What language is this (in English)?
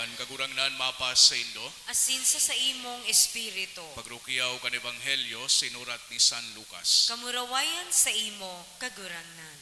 Bikol